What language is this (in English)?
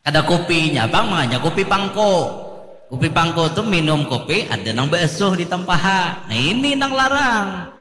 Banjar